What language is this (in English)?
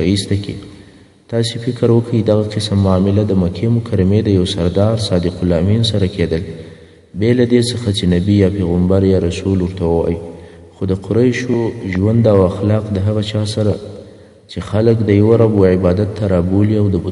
Pashto